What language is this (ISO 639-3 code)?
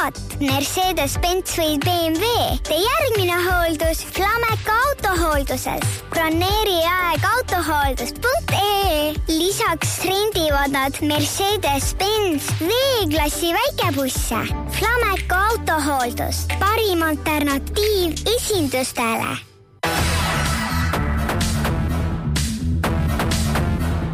est